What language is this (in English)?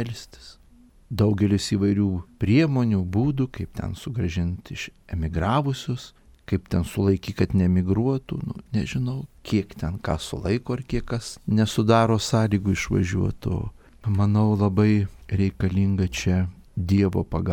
Lithuanian